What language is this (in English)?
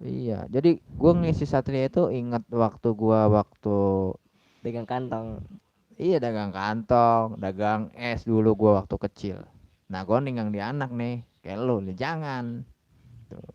Betawi